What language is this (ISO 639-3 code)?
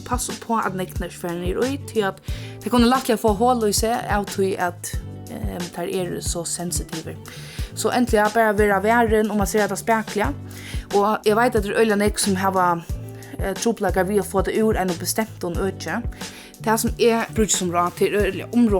fao